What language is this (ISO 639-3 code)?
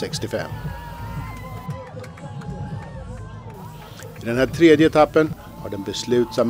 swe